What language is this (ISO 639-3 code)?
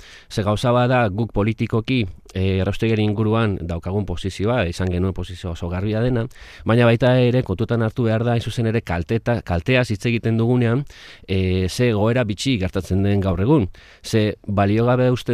eus